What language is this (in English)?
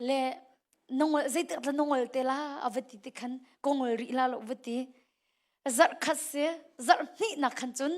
Hakha Chin